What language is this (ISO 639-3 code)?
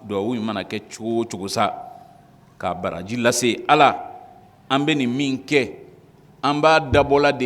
bam